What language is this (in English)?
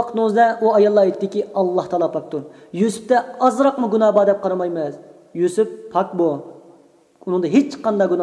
Uyghur